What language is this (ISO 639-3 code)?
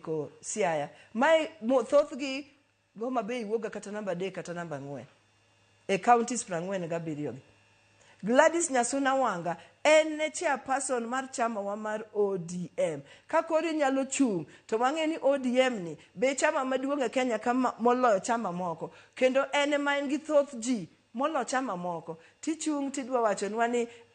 luo